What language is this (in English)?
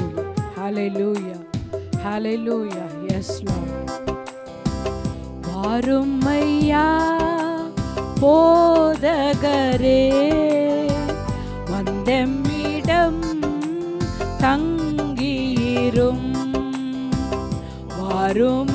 Tamil